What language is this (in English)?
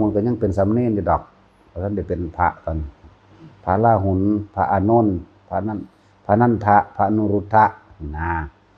Northeastern Thai